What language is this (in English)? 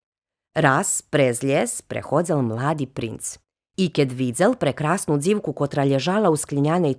Rusyn